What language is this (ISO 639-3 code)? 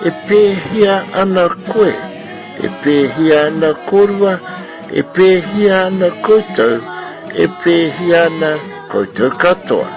mri